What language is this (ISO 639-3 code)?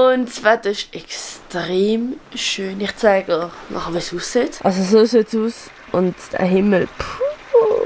gsw